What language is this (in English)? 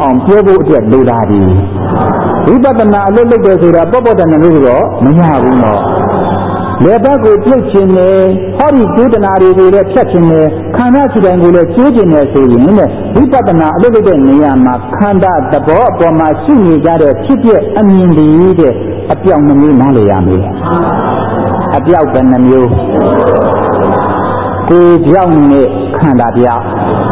Burmese